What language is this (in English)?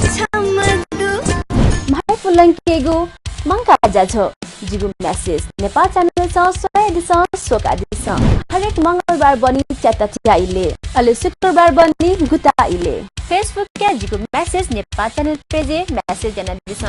Newari